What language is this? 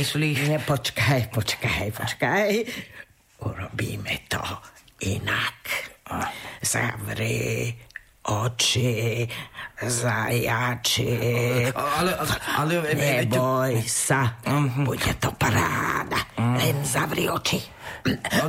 Slovak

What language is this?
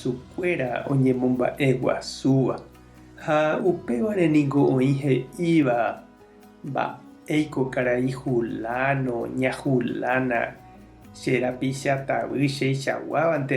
Guarani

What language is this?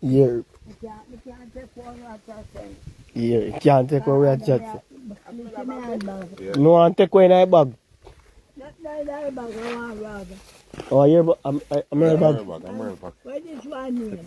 Jamaican Creole English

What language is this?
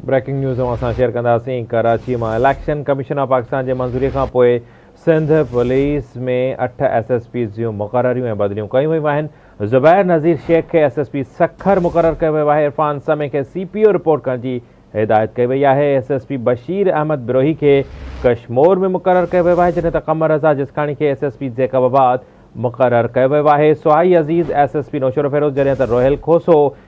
Sindhi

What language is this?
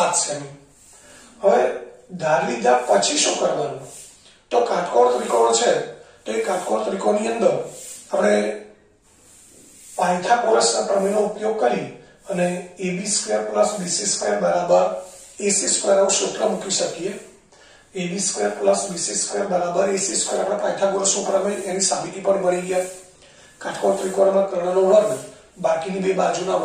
Gujarati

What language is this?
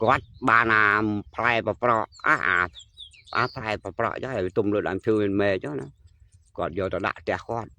Khmer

